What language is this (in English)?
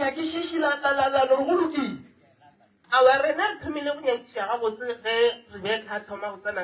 Northern Sotho